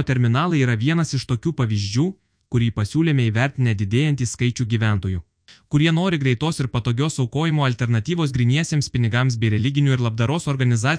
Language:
Lithuanian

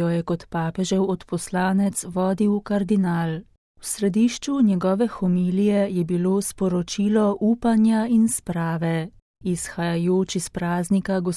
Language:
Slovenian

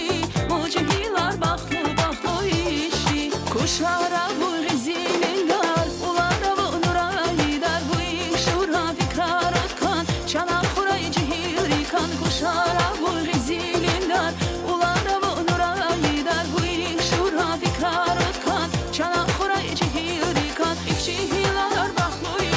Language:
Tabassaran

